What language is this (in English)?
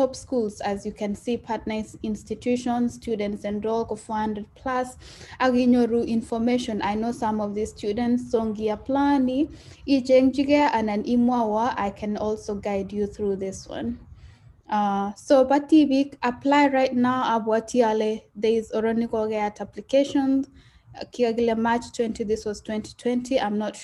Kalenjin